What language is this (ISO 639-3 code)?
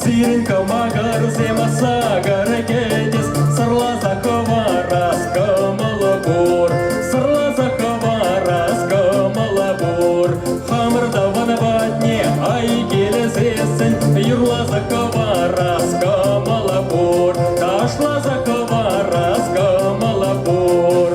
chv